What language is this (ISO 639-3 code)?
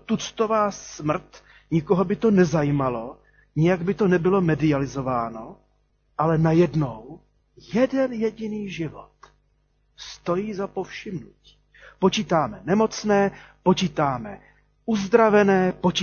ces